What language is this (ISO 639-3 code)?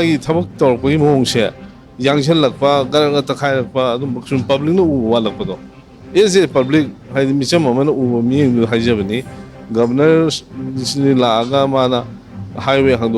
mni